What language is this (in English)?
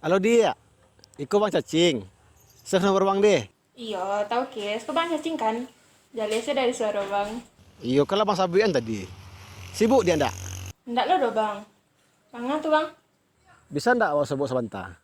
Minangkabau